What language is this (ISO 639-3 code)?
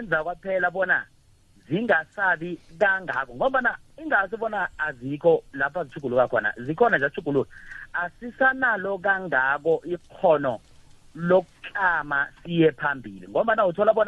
nbl